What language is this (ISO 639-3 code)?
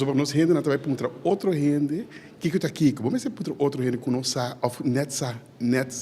pap